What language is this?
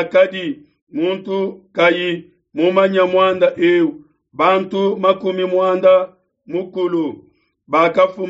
Luba-Lulua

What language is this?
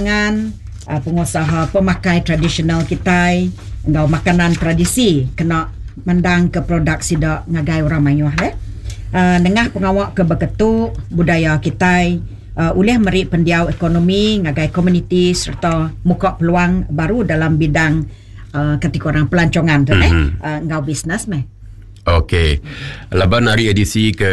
Iban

